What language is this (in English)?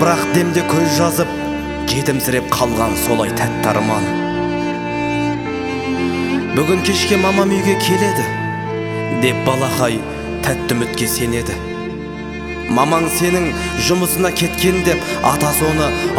Kazakh